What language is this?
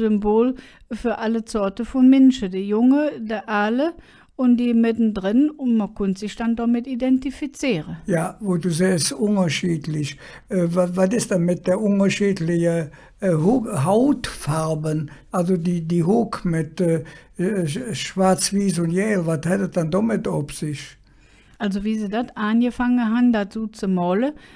Colognian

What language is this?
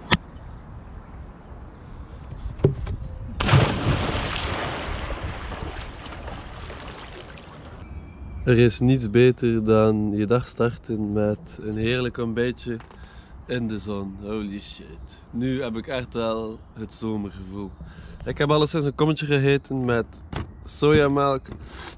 Dutch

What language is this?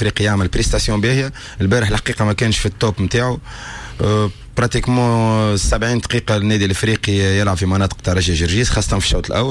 Tunisian Arabic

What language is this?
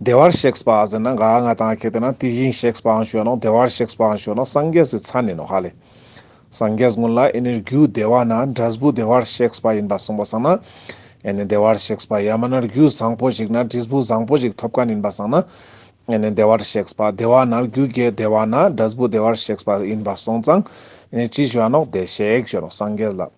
Ladakhi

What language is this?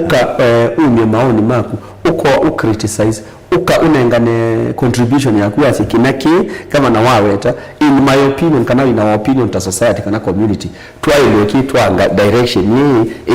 Kamba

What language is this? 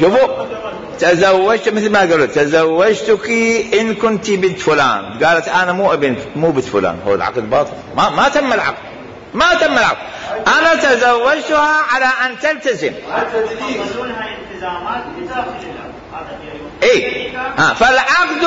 Mesopotamian Arabic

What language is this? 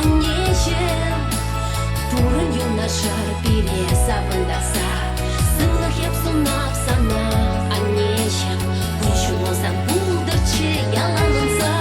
Chuvash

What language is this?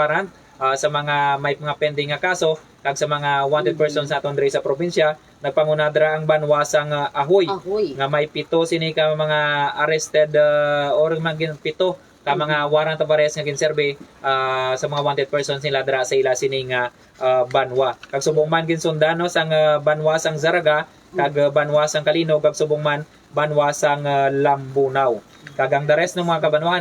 Hiligaynon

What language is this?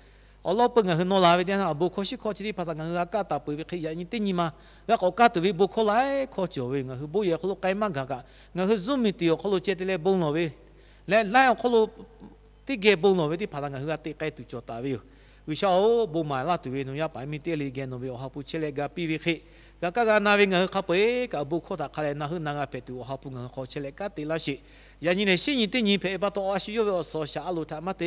Lahu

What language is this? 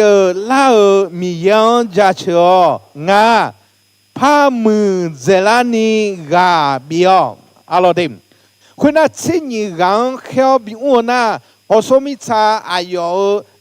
Akha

